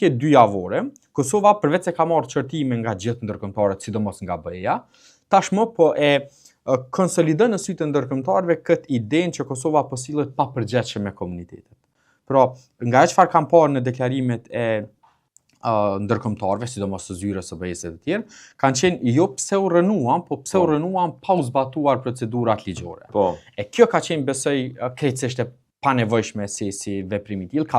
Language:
Albanian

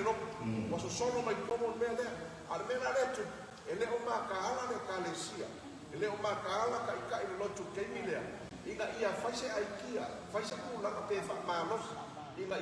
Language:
Samoan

